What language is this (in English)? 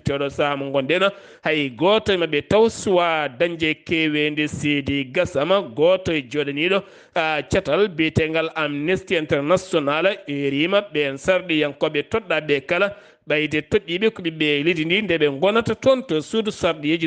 Fula